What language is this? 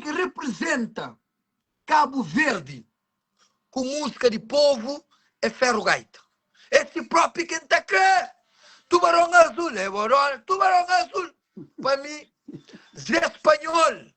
Kabuverdianu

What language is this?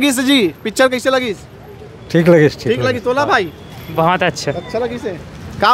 Chhattisgarhi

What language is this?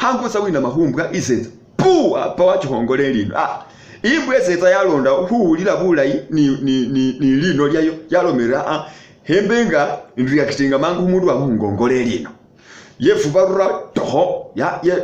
Masaaba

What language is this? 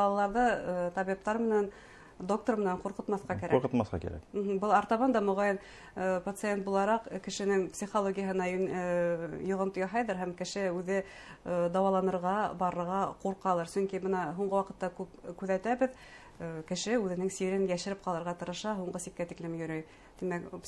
Bashkir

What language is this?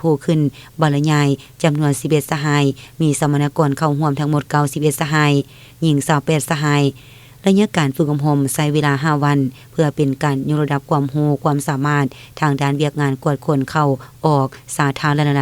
Lao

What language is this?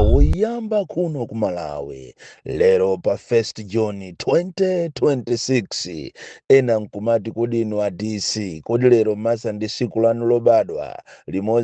Nyanja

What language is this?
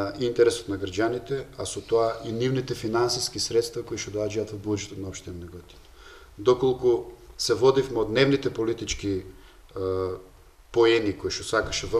Macedonian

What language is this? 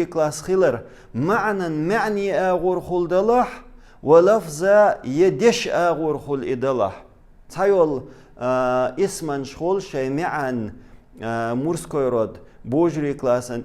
Chechen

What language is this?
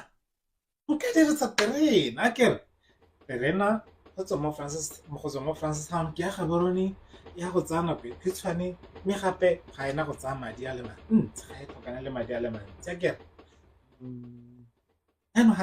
Tswana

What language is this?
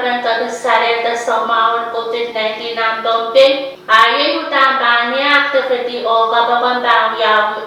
Pohnpeian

